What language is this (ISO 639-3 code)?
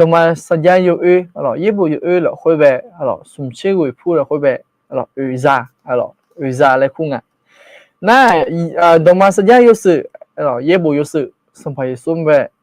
ahk